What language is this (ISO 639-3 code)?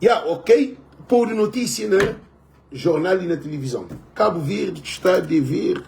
kea